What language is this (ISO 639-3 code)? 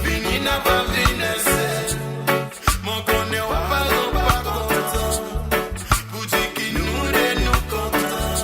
mfe